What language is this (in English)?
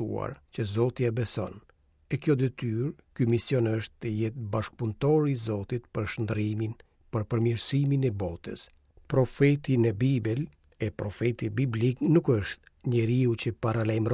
Albanian